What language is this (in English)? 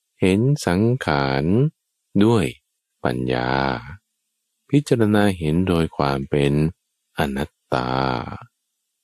Thai